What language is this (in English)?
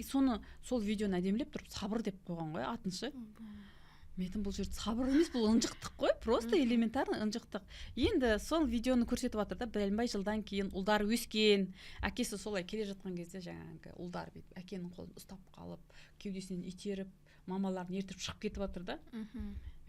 Kazakh